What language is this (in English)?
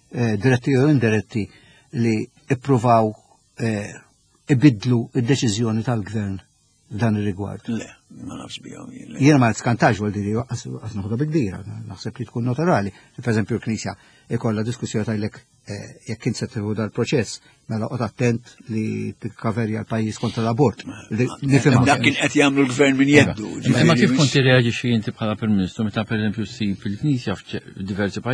Maltese